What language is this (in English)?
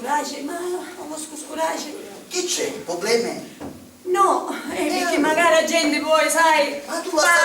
Sicilian